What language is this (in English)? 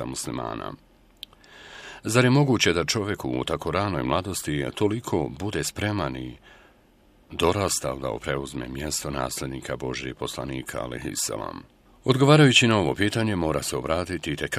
Bosnian